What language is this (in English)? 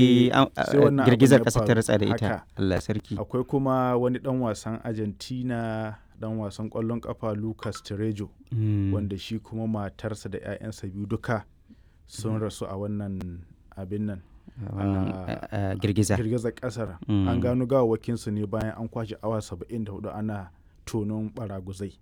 Hausa